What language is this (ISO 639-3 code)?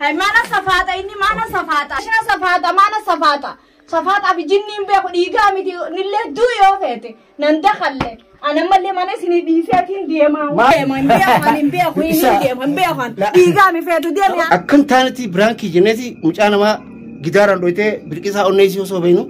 orm